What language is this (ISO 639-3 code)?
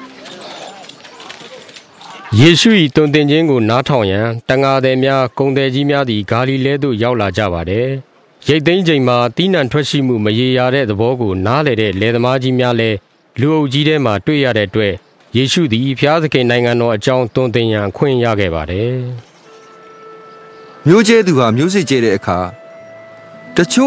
mya